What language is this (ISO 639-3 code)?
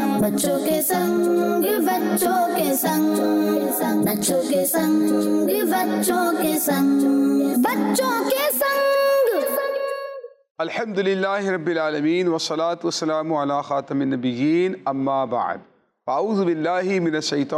urd